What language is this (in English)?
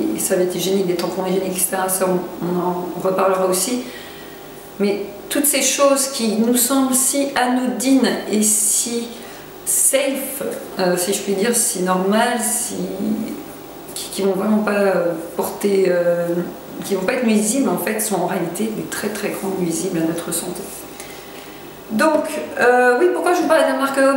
French